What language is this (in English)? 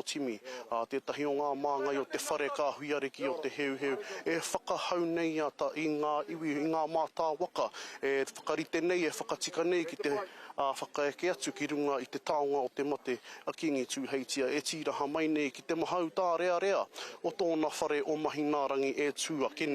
Māori